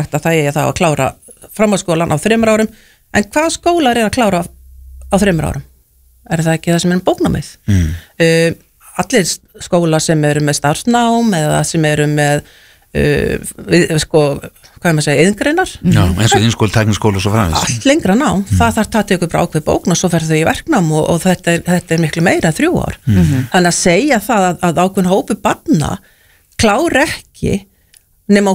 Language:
Icelandic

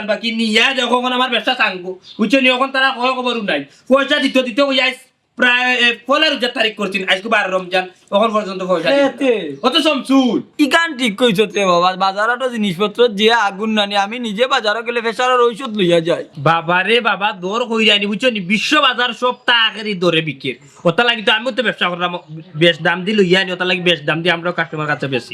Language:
Sylheti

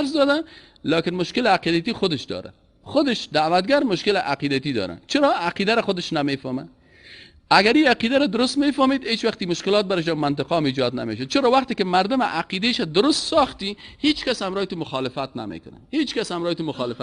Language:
Persian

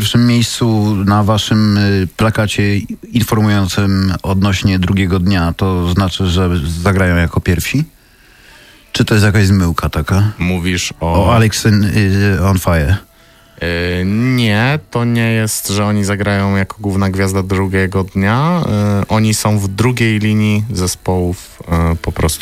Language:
Polish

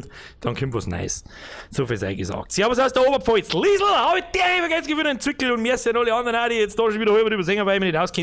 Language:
Bavarian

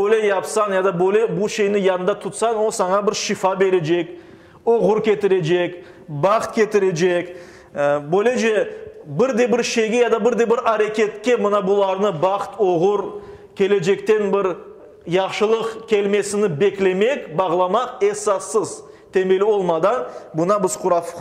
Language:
Crimean Tatar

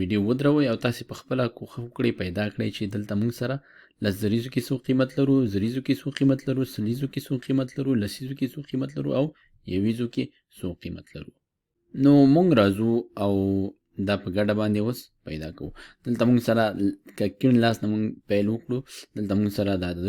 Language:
Pashto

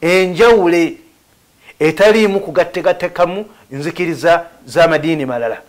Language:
Ganda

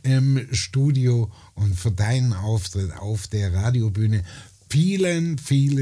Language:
German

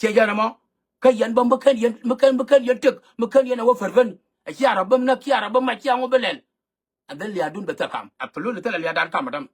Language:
Nuer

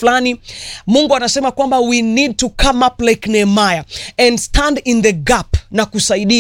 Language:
Swahili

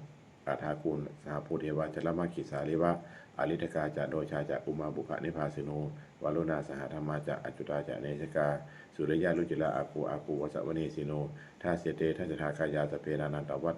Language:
Pali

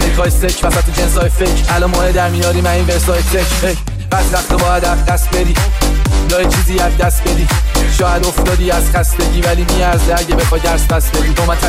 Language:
Persian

